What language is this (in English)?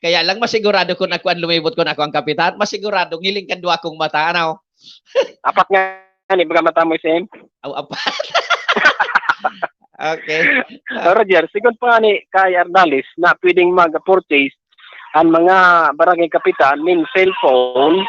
Bikol